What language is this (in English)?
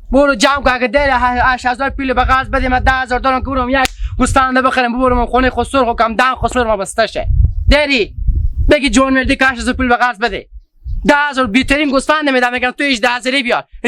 Hazaragi